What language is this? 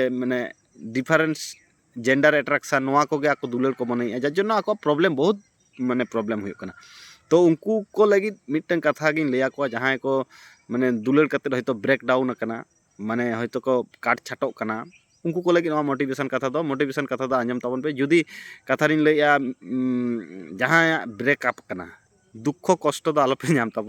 Santali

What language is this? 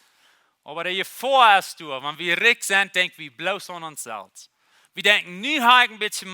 Plautdietsch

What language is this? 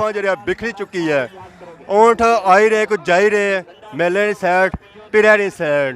Pahari-Potwari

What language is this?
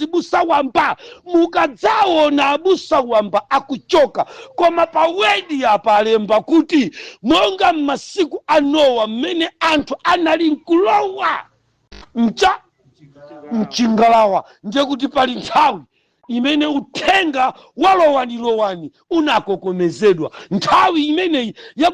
Nyanja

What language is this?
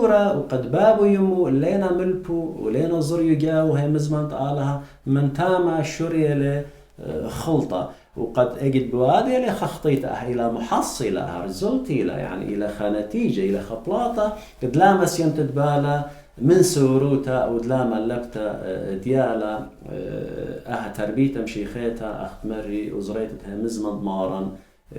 Assyrian Neo-Aramaic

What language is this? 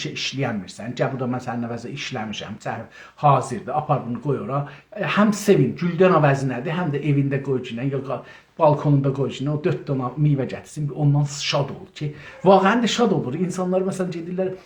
South Azerbaijani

